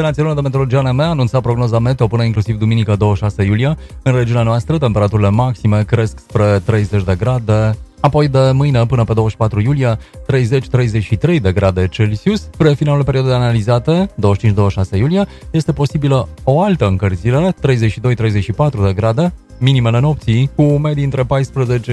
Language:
Romanian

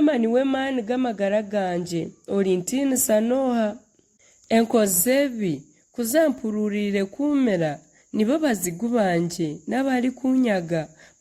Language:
Nyankole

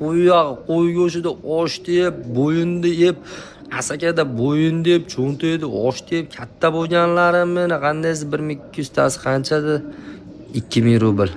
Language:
Uzbek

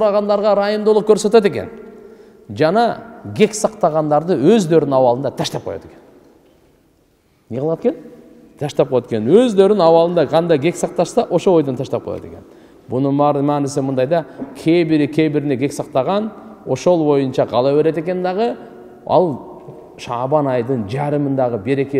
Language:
Kyrgyz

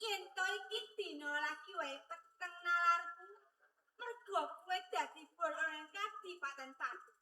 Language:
Javanese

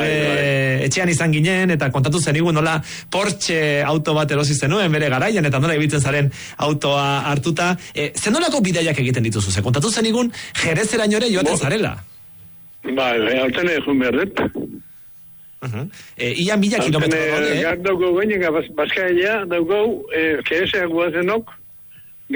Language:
Basque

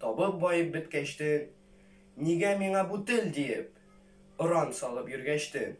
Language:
Tatar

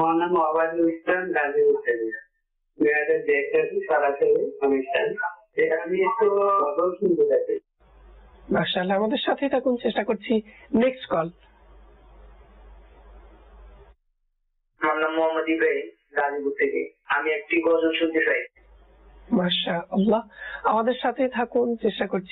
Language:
Bangla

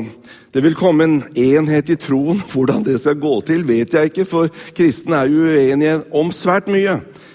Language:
Norwegian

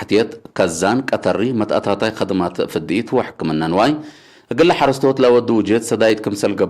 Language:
Tigre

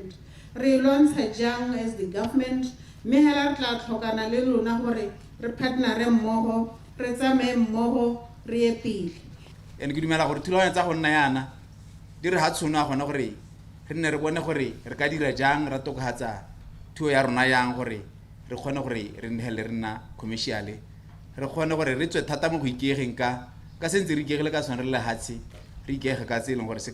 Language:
Tswana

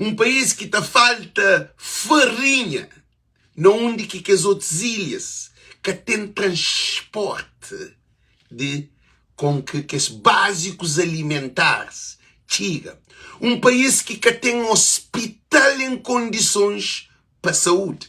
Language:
Kabuverdianu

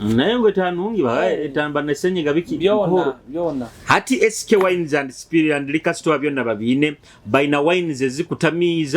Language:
Nyoro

